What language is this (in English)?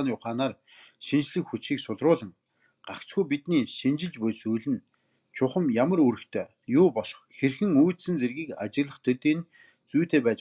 Mongolian